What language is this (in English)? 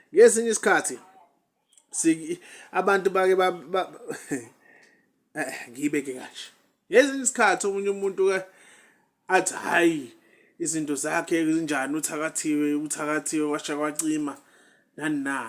Zulu